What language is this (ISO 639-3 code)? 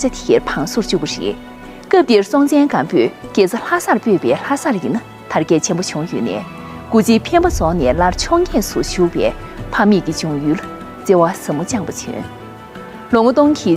bod